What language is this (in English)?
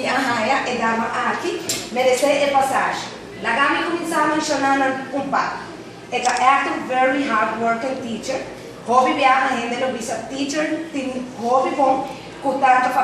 Papiamento